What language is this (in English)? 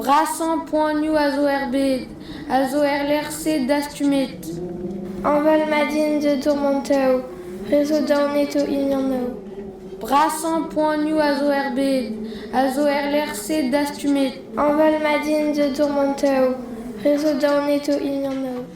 Breton